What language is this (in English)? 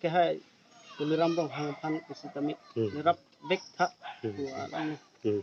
Karbi